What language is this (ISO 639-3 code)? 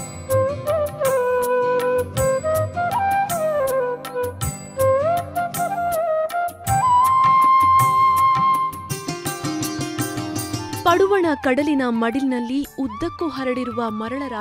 kan